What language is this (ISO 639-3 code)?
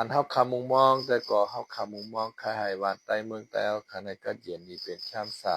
shn